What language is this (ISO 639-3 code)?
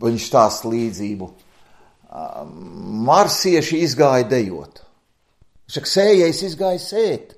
lav